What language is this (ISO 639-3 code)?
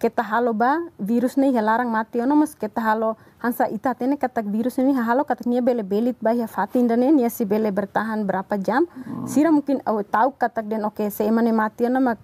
tet